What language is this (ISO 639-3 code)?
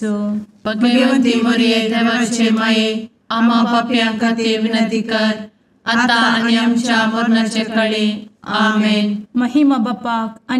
kok